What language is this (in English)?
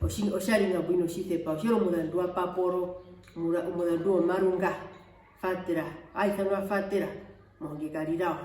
Herero